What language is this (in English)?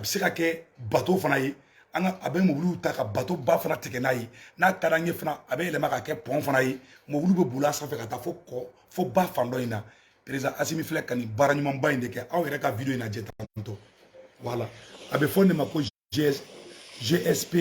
Bambara